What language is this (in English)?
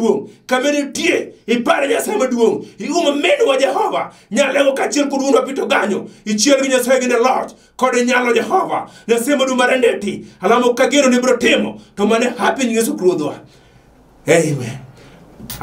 Luo (Kenya and Tanzania)